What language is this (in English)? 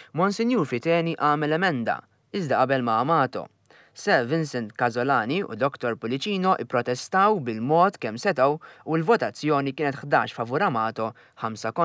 Maltese